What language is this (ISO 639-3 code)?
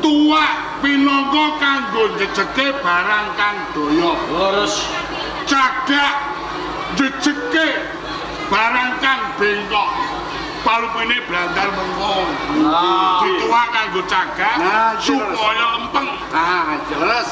jav